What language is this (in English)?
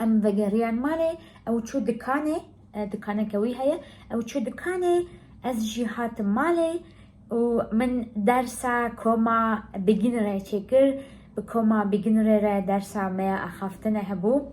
Kurdish